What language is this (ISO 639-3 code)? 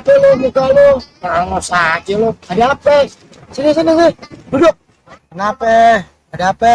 bew